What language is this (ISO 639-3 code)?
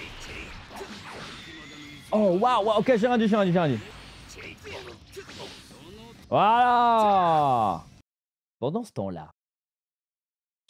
fra